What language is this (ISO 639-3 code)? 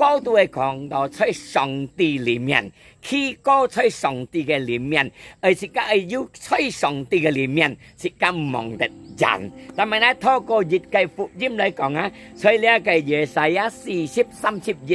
hak